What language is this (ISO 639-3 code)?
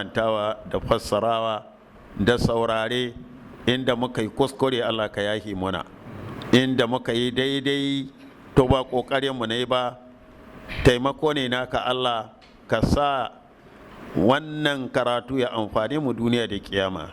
hau